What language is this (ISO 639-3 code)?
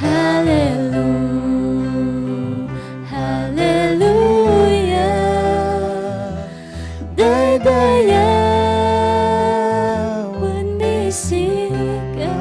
kne